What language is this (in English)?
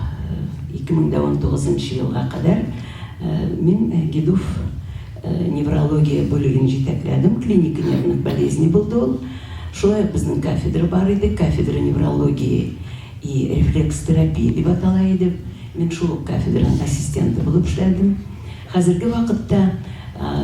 Tatar